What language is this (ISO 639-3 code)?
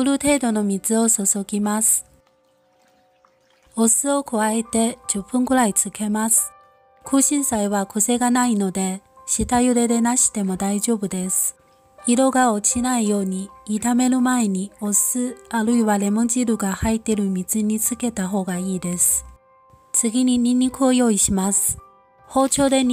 jpn